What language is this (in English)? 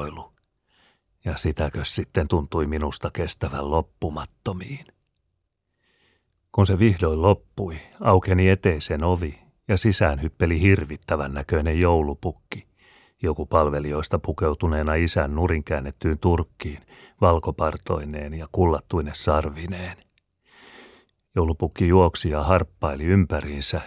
Finnish